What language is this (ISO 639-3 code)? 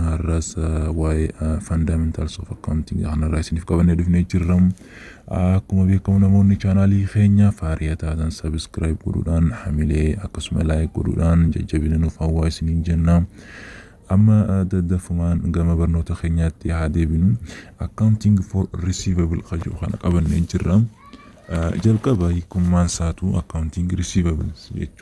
orm